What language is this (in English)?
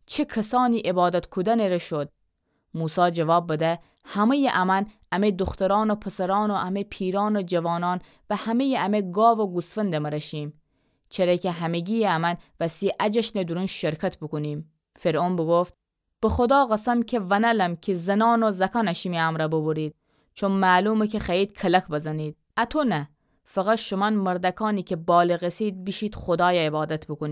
Gilaki